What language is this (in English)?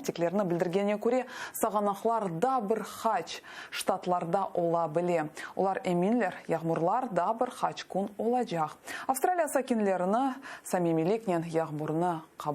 Crimean Tatar